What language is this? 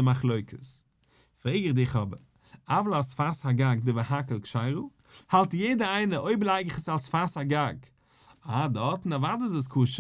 Yiddish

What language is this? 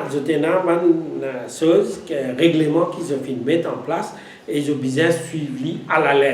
Morisyen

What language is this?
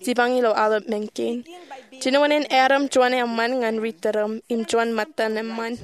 Marshallese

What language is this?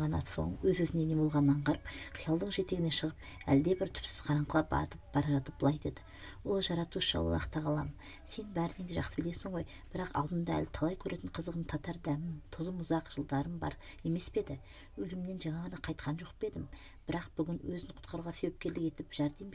Kazakh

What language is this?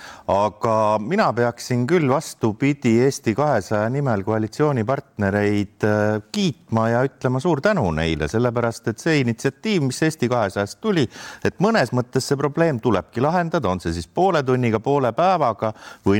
Estonian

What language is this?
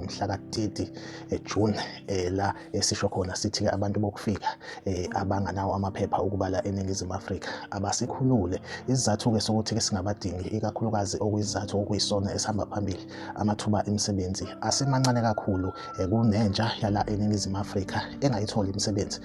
Zulu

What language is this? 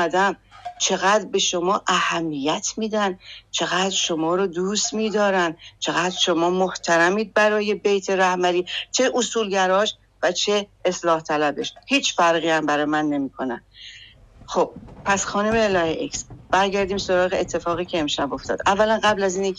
Persian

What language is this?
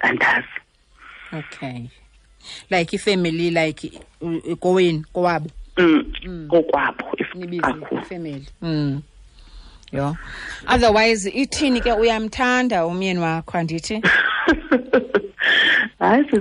Xhosa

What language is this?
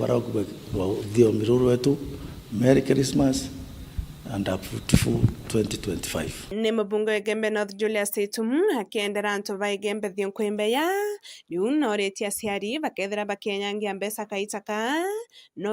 Meru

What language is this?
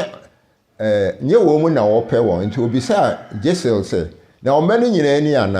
Akan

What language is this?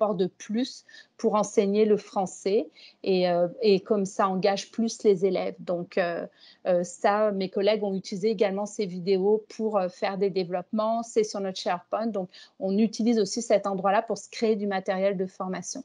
French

